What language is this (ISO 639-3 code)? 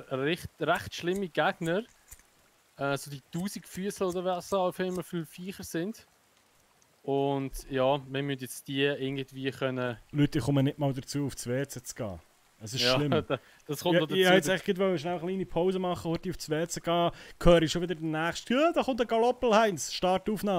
gsw